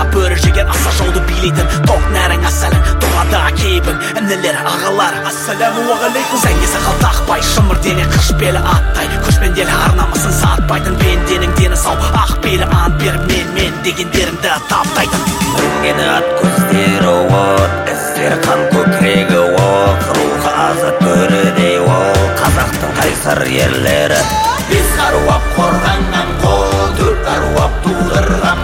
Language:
Kazakh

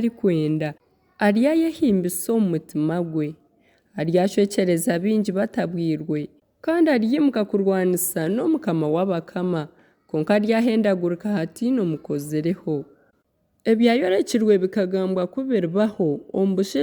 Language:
Nyankole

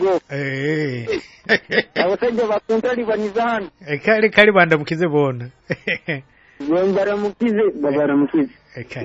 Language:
Nyoro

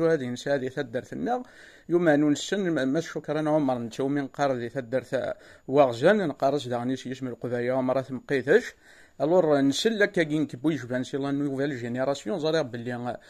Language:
Kabyle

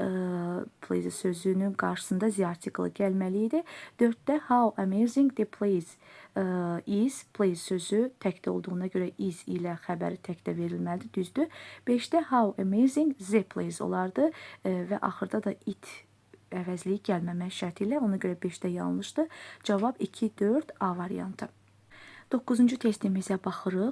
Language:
Azerbaijani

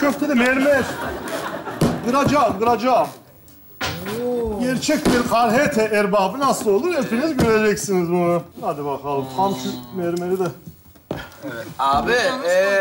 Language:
Turkish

